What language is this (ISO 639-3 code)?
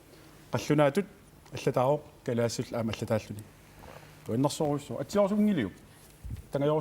kal